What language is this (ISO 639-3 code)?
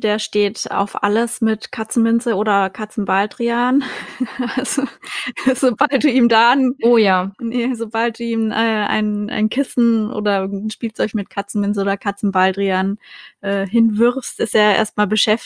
deu